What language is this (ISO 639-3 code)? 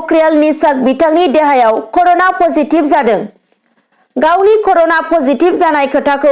brx